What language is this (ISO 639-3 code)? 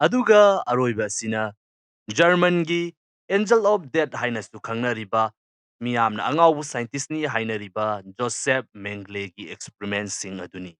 mni